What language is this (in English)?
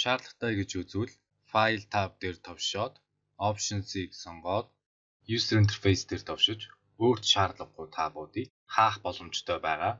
Mongolian